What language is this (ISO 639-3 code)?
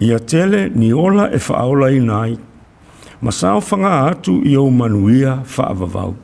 smo